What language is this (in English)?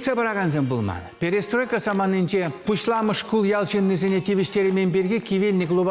Chuvash